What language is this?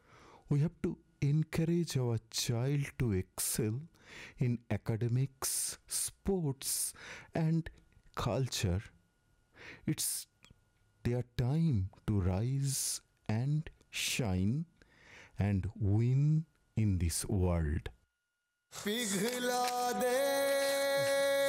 English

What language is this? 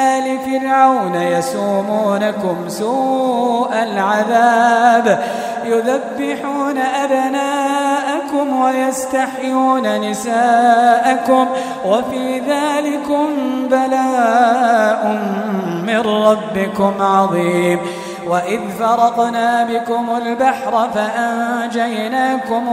Arabic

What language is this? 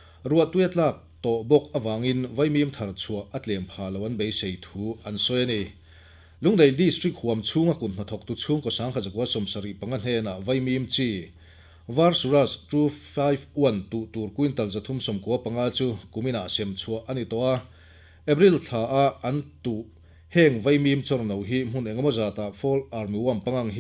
Mizo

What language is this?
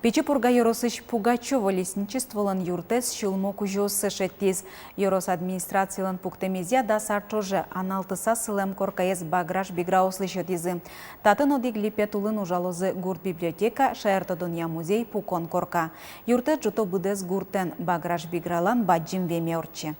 Udmurt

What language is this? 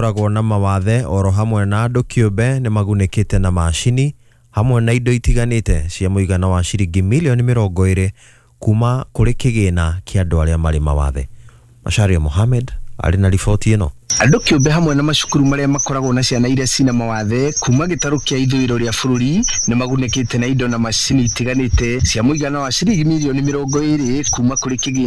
Kikuyu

